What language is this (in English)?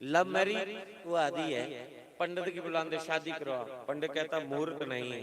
Dogri